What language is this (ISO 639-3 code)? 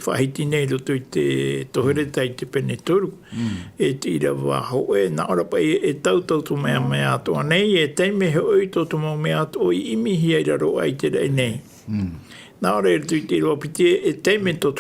tah